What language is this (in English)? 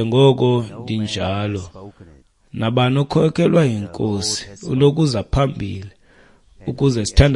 Xhosa